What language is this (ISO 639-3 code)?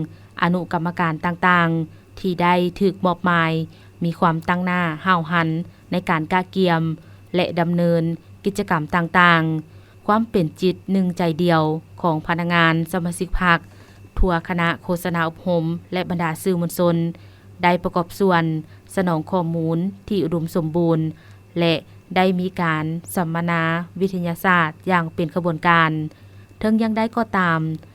lao